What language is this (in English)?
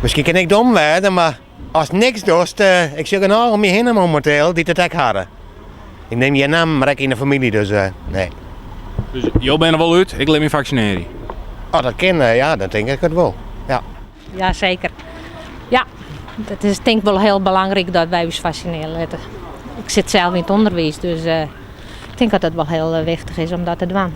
Western Frisian